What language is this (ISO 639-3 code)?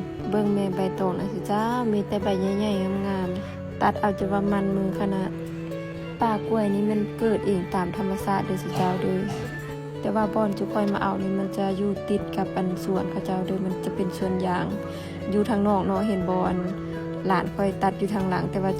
lao